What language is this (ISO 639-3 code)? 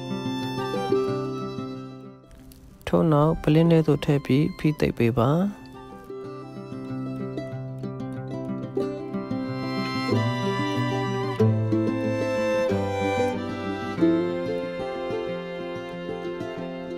mya